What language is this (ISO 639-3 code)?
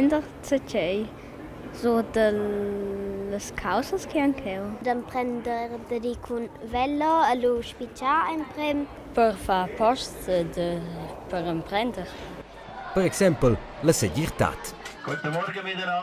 roh